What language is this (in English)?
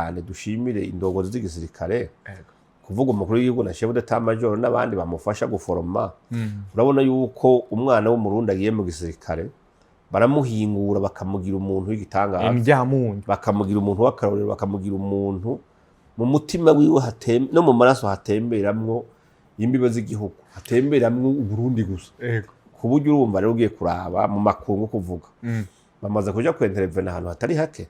Rundi